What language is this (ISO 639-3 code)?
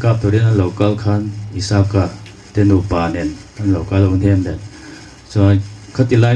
hmr